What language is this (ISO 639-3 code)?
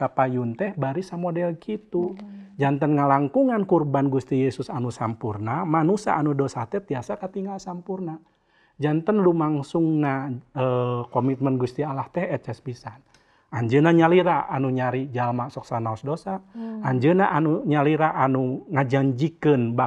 sun